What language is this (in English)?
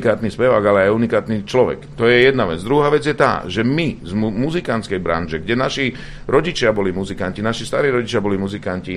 Slovak